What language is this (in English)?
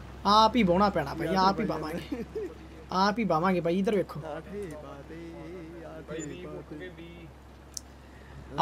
Punjabi